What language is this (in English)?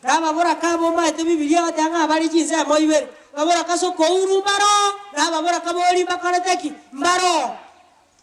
Gusii